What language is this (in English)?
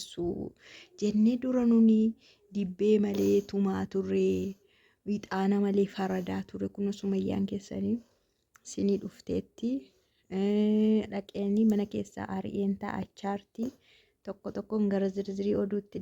Oromo